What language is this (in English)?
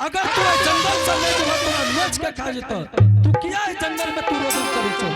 Angika